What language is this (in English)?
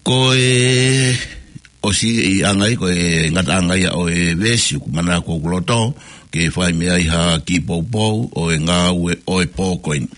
Tongan